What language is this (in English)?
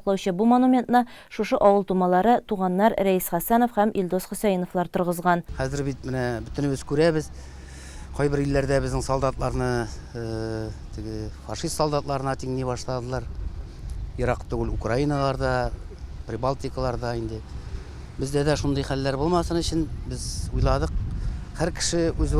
Tatar